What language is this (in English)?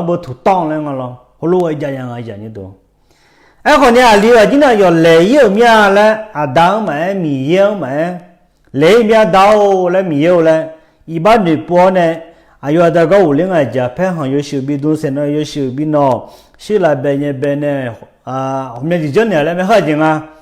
Akha